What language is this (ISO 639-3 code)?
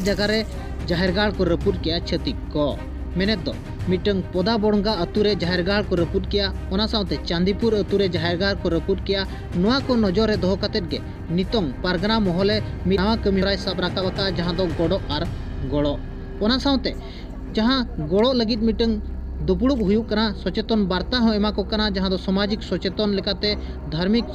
sat